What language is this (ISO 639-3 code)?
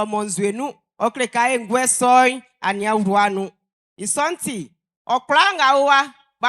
bci